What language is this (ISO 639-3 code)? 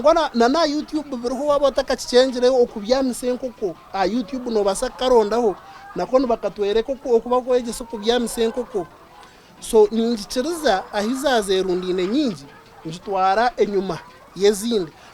nyn